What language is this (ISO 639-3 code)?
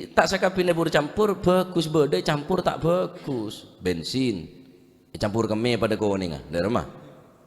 mad